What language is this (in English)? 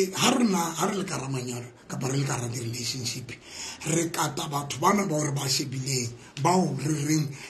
Southern Sotho